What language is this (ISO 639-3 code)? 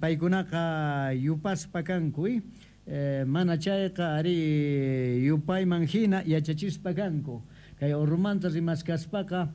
quh